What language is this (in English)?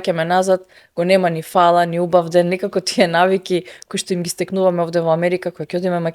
Macedonian